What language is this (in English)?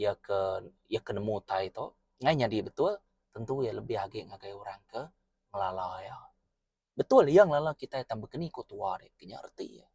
Iban